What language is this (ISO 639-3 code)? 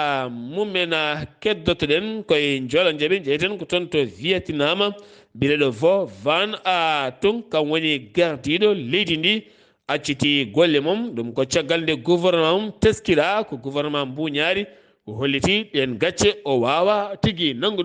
ful